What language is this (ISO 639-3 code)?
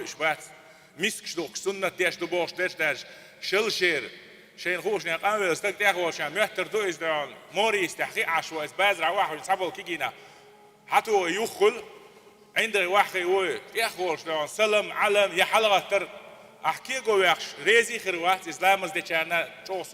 che